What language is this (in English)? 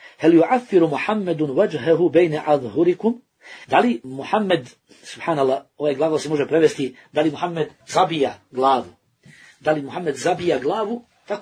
Bosnian